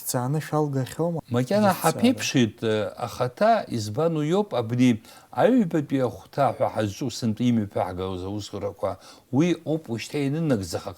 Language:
Abkhazian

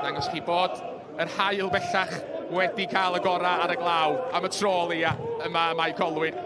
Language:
Welsh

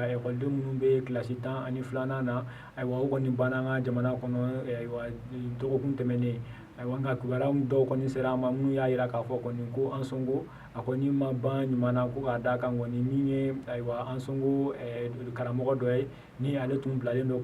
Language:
Bambara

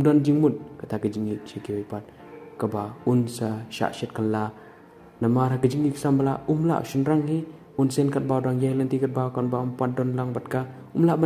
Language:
Khasi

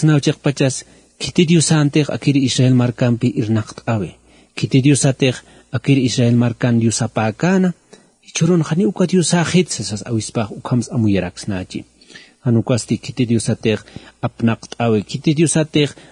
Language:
Aymara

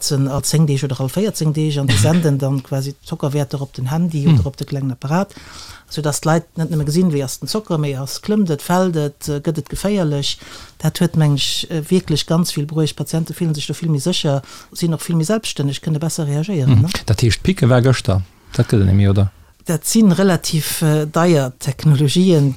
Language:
Luxembourgish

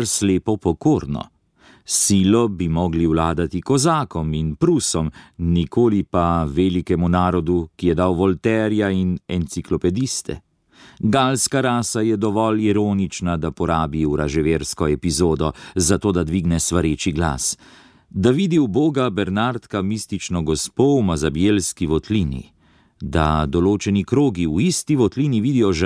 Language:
Slovenian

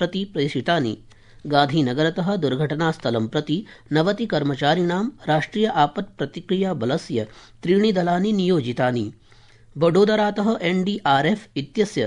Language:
Sanskrit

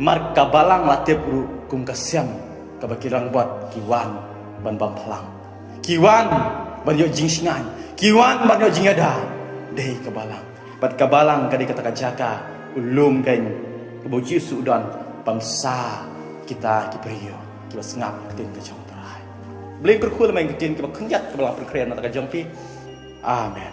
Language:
Khasi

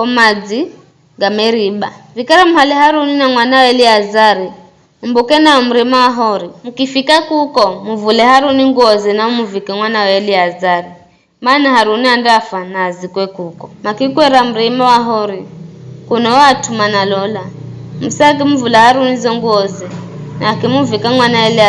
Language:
Giryama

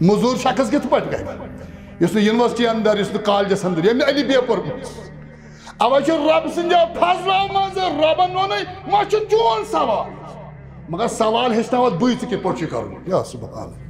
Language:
Kashmiri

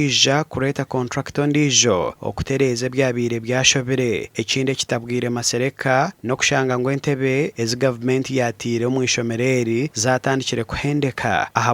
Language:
Nyankole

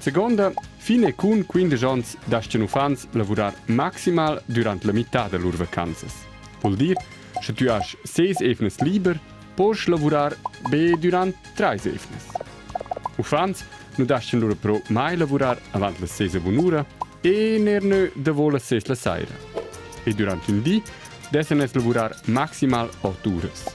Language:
Romansh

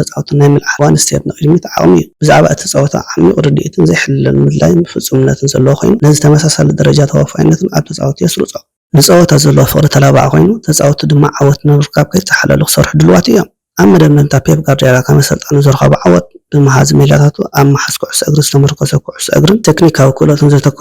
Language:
Tigrinya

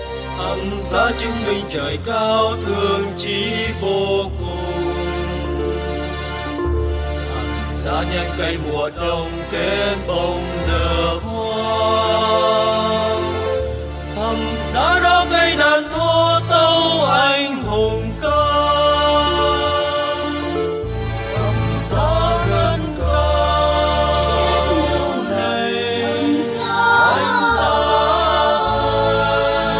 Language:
Vietnamese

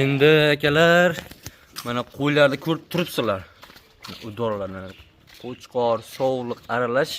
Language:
Uzbek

